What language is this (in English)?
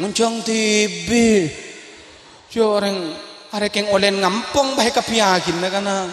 Madurese